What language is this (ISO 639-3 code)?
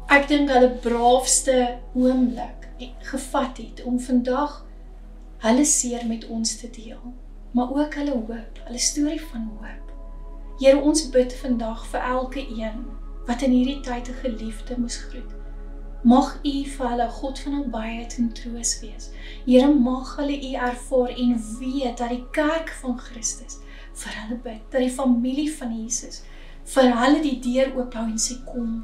afr